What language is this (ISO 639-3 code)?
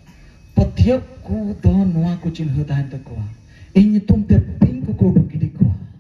sat